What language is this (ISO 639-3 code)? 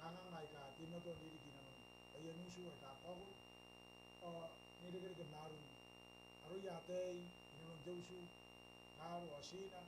gil